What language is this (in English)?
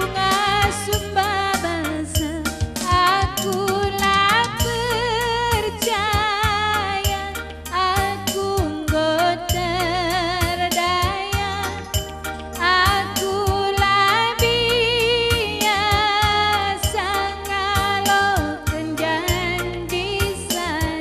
Batak Karo